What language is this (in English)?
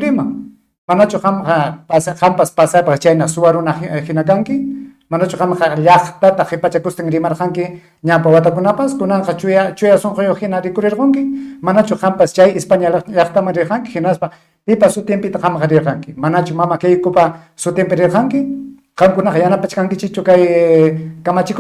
Ayacucho Quechua